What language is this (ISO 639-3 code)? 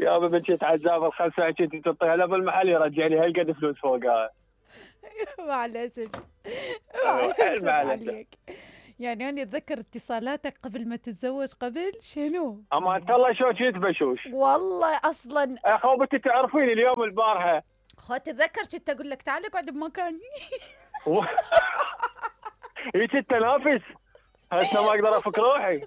acm